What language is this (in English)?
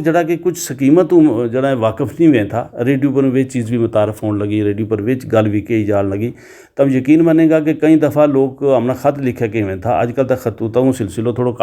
Gujari